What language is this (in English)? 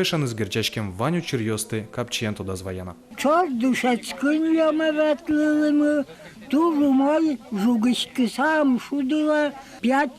Udmurt